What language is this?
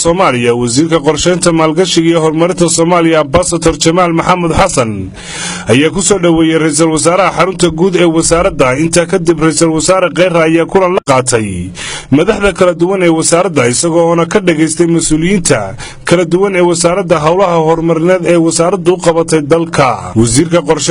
Somali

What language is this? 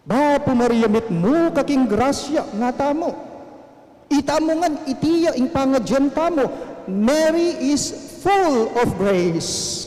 Pampanga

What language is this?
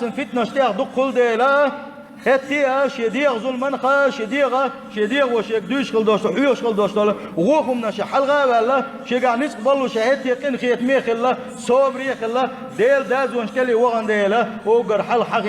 Chechen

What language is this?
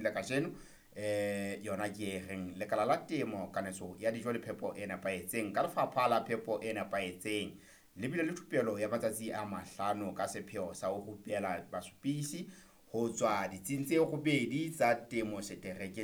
Southern Sotho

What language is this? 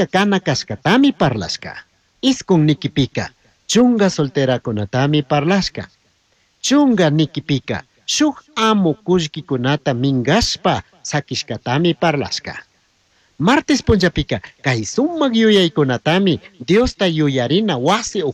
Chimborazo Highland Quichua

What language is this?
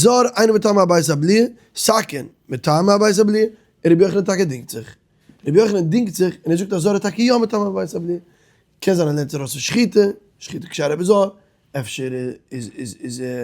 Yiddish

